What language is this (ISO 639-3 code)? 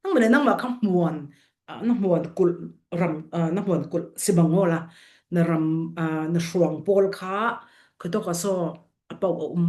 cfm